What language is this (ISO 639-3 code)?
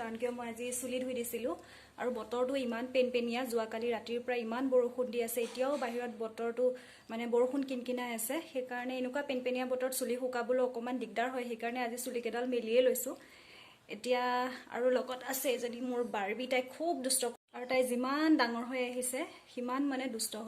asm